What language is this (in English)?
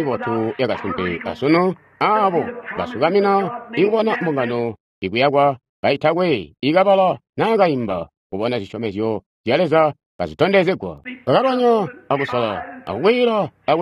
Tonga (Zambia)